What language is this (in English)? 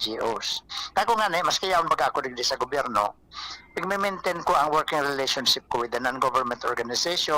Bikol